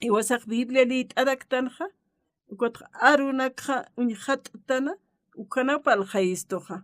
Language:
Aymara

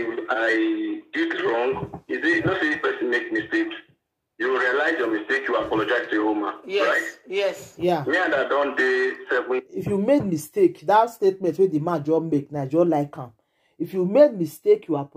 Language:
Nigerian Pidgin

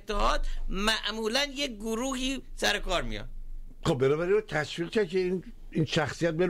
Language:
Persian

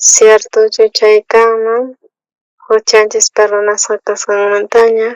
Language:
South Bolivian Quechua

